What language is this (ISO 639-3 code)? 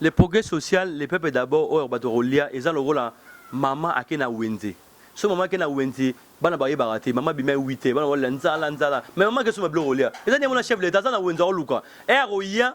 lin